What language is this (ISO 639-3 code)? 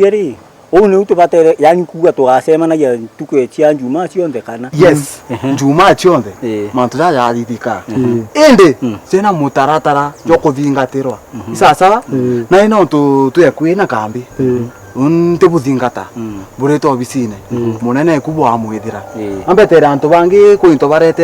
mer